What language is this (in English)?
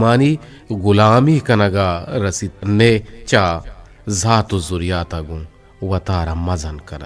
Eastern Balochi